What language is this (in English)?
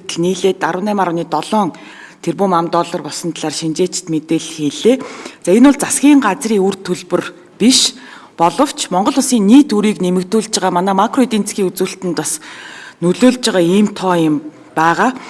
Mongolian